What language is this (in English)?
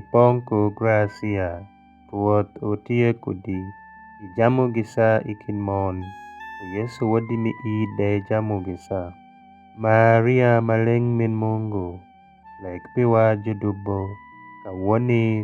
Alur